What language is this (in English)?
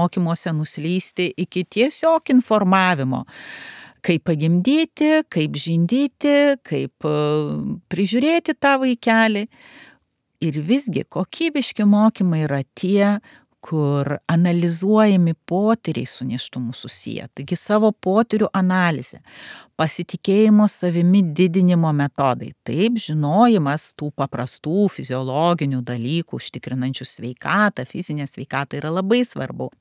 Lithuanian